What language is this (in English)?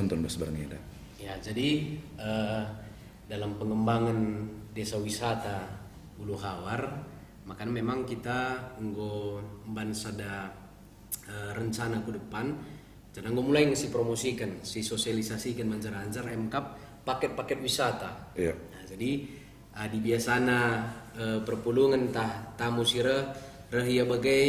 Batak Karo